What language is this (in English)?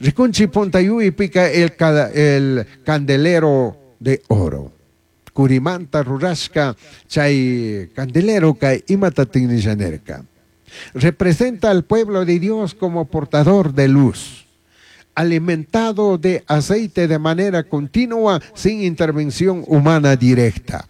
Chimborazo Highland Quichua